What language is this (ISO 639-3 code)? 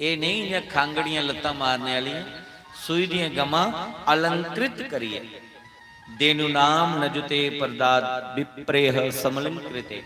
doi